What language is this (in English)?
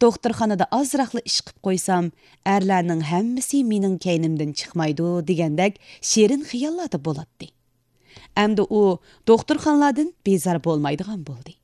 Uyghur